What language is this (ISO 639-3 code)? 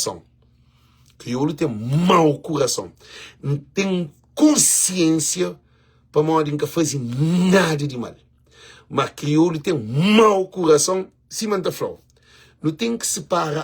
kea